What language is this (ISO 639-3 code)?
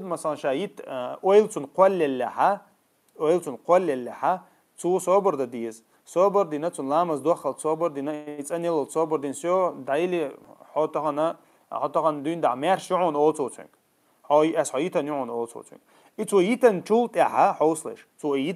che